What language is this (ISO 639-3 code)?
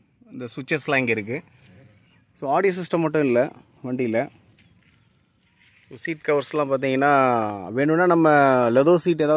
tam